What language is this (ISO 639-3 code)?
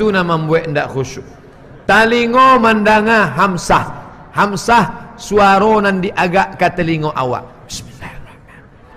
min